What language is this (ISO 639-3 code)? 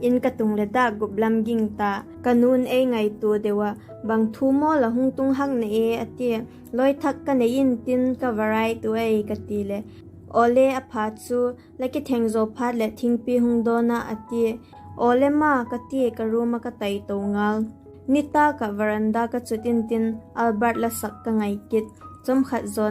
vap